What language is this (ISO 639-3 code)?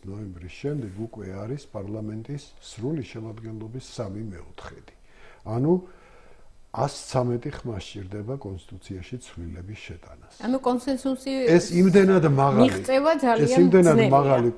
kat